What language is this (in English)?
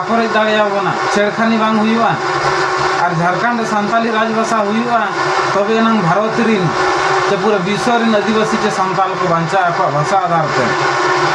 Santali